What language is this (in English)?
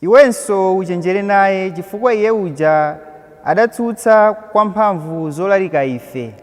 Nyanja